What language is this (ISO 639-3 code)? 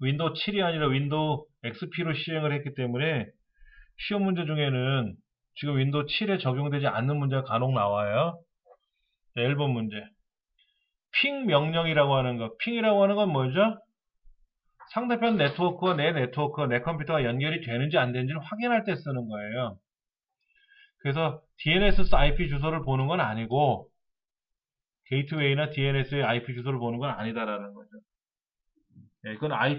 kor